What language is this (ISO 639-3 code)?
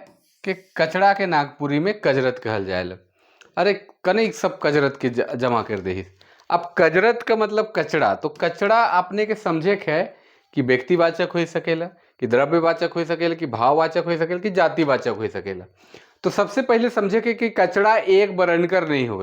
sck